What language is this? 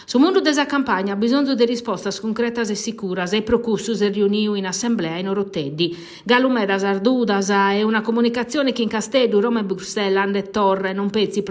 Sardinian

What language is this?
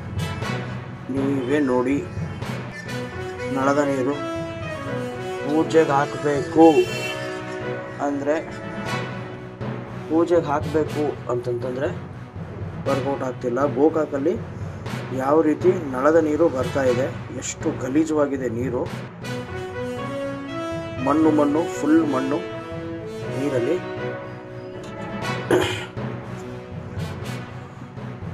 Kannada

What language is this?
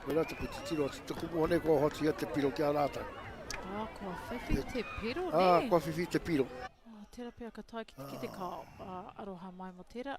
Māori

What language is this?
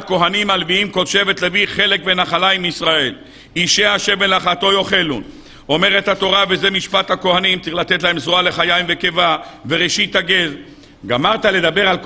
Hebrew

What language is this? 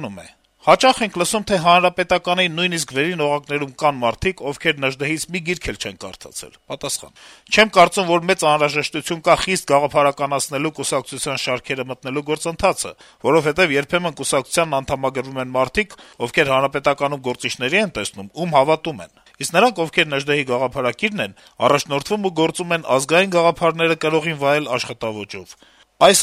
Armenian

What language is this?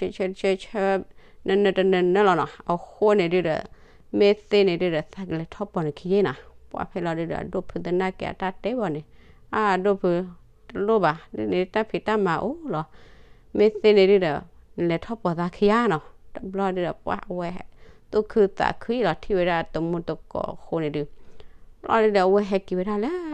S'gaw Karen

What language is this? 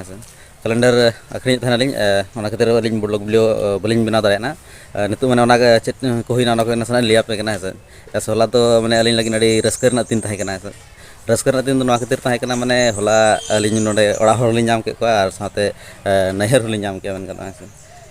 Santali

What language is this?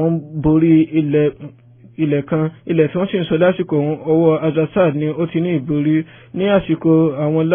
Yoruba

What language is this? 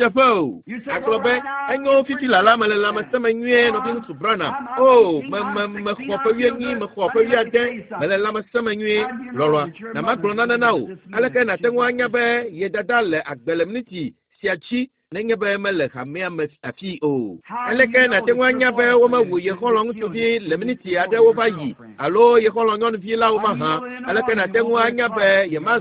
Ewe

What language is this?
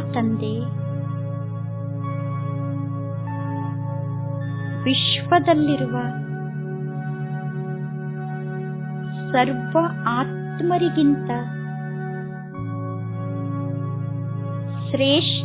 Kannada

